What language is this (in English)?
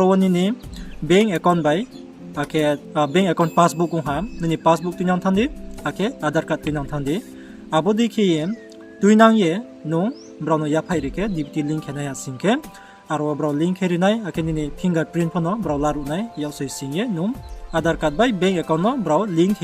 Riang (India)